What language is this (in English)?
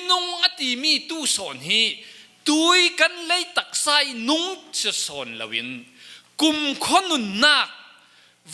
Falam Chin